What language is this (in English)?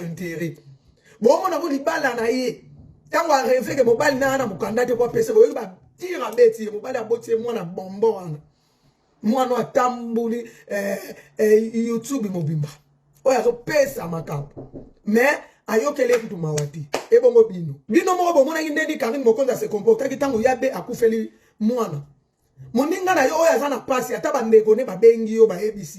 Lingala